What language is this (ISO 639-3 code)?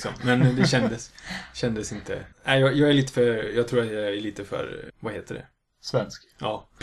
swe